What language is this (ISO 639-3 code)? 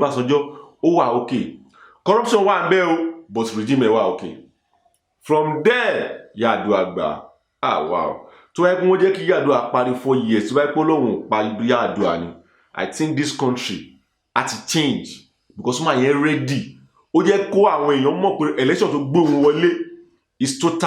yor